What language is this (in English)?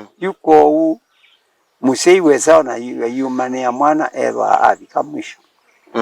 Kamba